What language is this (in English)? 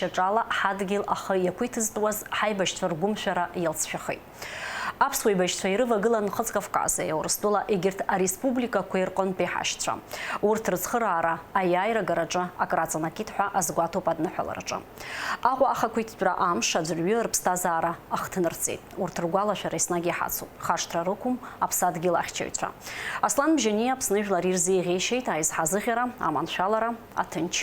Abkhazian